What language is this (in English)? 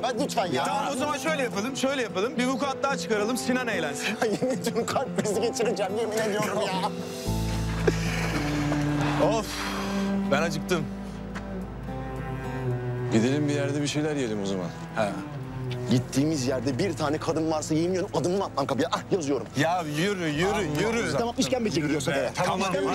Turkish